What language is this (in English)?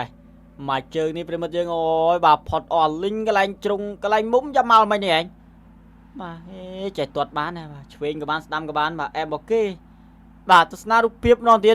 Khmer